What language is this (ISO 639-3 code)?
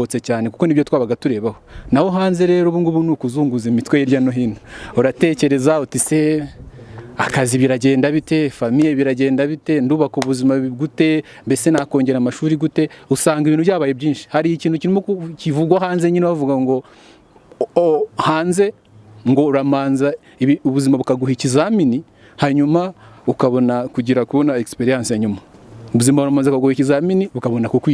kin